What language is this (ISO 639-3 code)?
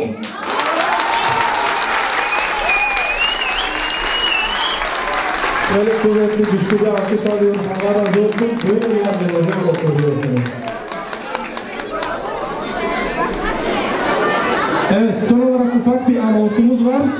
tur